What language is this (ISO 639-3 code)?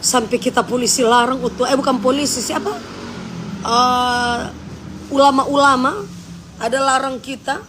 xmm